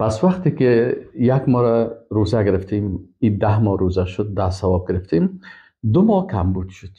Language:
Persian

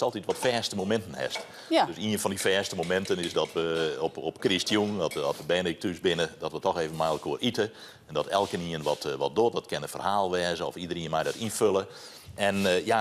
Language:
Western Frisian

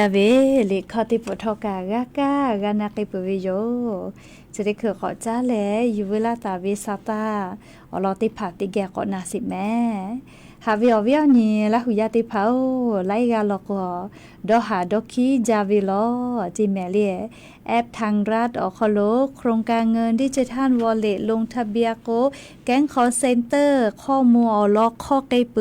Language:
Lahu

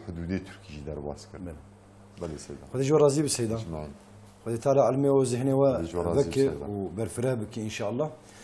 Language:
Kurdish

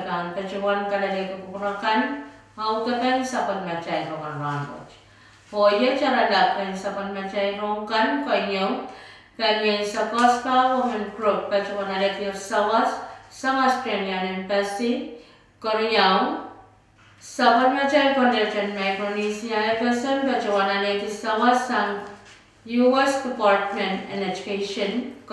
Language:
Pohnpeian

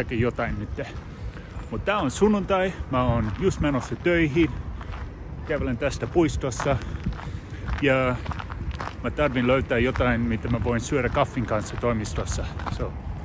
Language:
Finnish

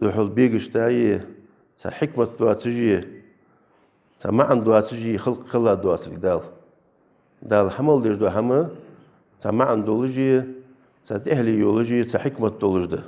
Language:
Ingush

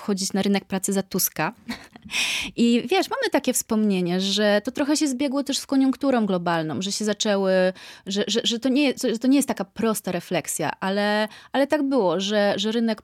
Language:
Polish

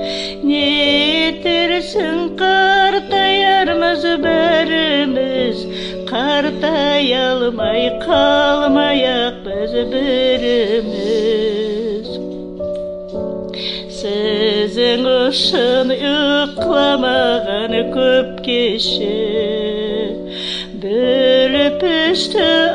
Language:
Kazakh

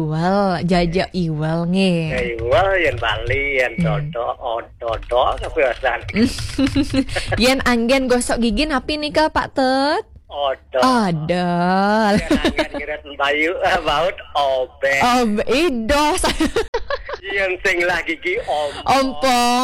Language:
Balinese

